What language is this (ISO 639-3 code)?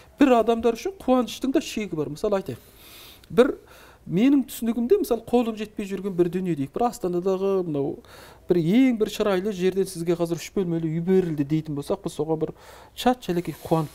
kaz